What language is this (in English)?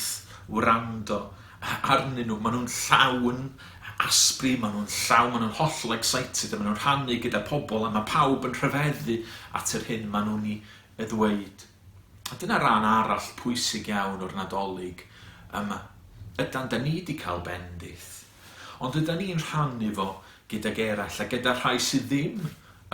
Welsh